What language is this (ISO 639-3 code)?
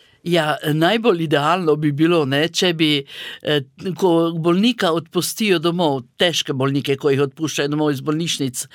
slv